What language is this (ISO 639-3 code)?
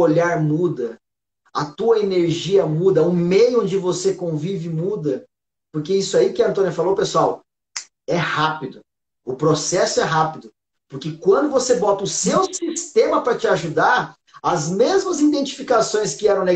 por